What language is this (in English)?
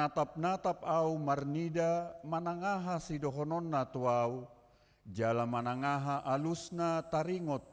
Batak Toba